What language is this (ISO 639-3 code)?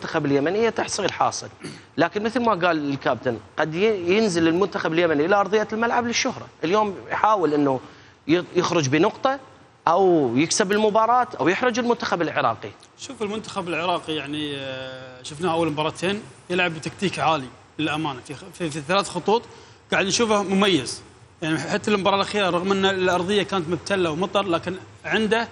acm